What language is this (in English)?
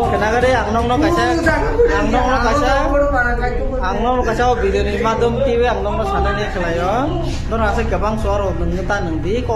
Kok Borok